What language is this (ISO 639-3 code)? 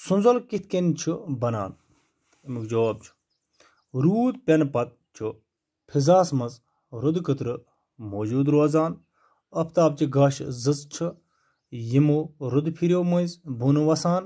kas